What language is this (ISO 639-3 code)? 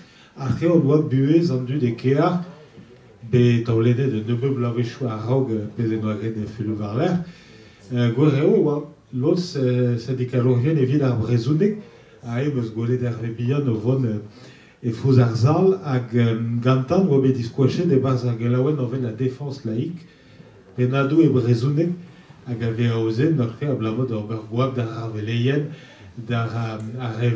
bre